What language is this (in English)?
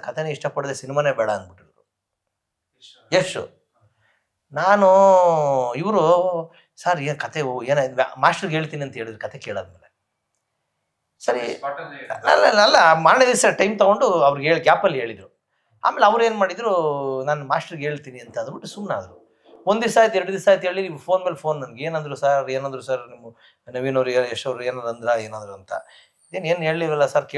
Kannada